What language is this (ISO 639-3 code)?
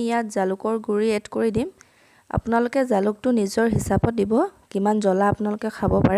asm